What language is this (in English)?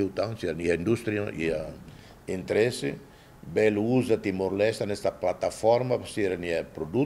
Tetum